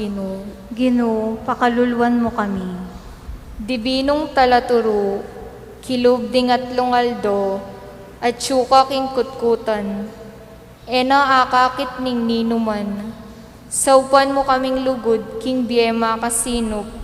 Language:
Pampanga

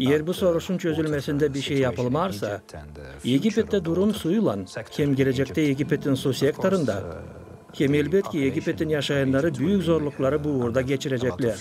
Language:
Gagauz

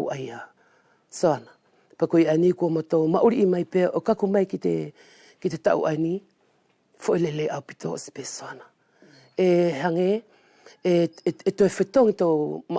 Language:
Wallisian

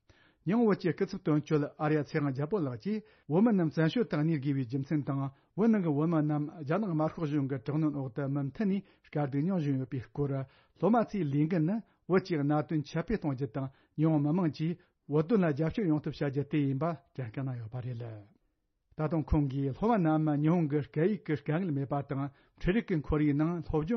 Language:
Tibetan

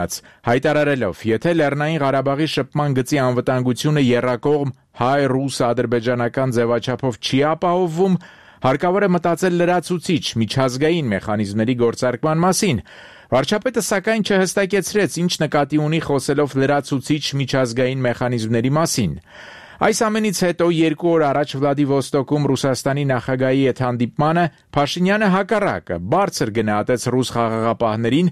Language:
Armenian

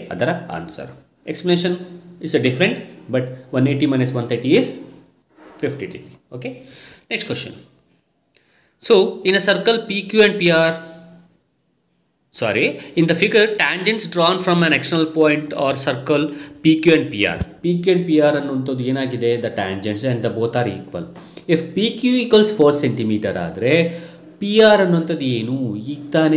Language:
Kannada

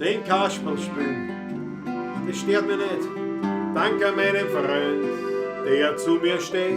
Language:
Bavarian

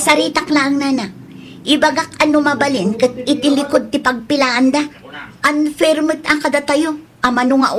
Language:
Iloko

